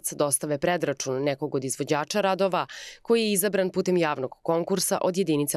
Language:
Serbian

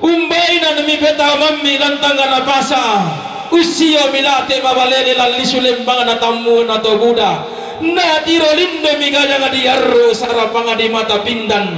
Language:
Toraja-Sa'dan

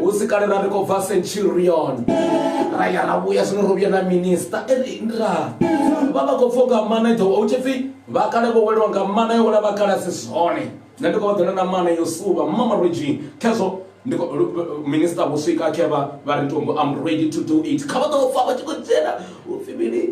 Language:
Venda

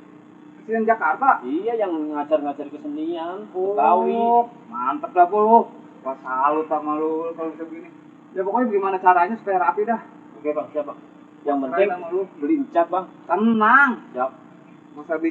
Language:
Betawi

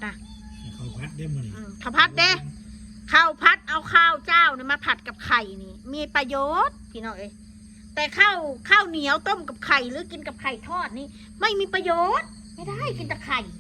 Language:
Northeastern Thai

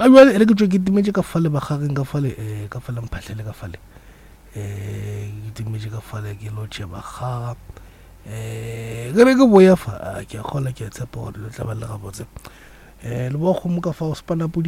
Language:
Northern Sotho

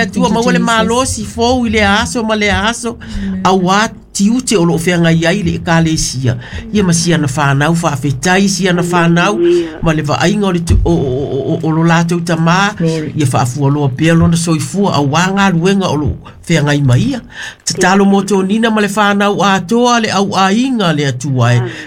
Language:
Samoan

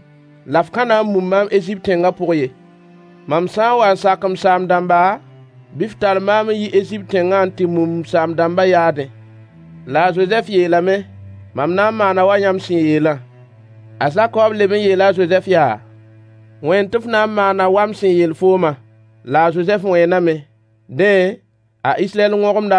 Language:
Mossi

